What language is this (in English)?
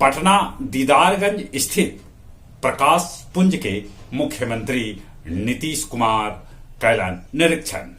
Magahi